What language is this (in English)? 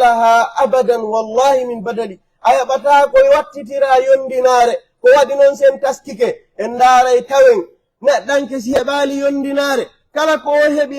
Pular